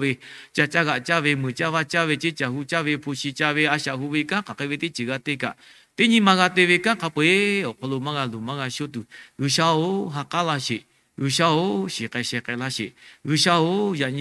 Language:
Lahu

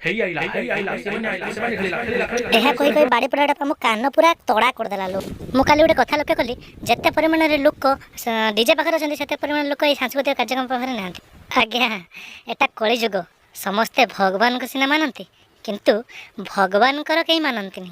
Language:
Odia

